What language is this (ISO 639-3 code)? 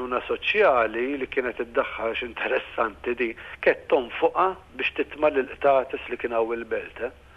mlt